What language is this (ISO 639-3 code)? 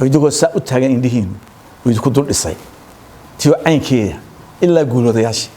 som